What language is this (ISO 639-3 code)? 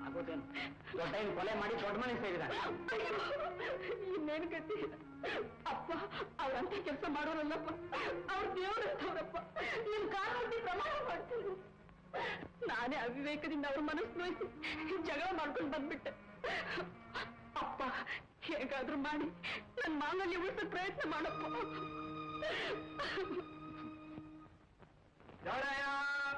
kan